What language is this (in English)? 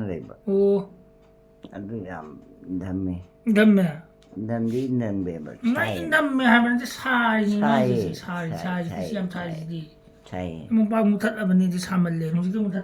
Manipuri